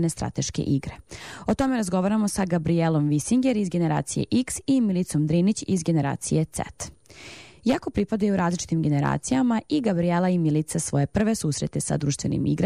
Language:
Serbian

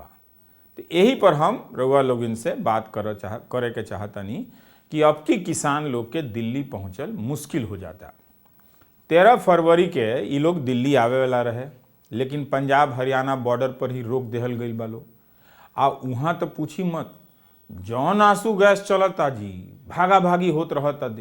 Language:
Bhojpuri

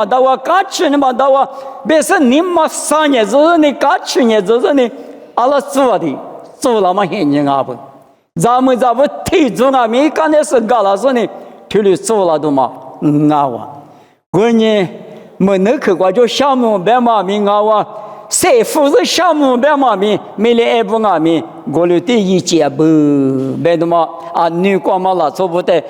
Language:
Lisu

